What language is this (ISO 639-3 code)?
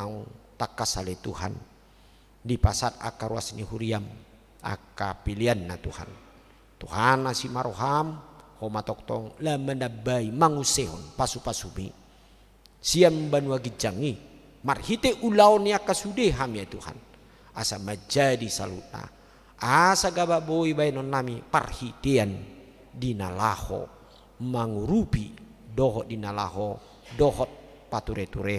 bbc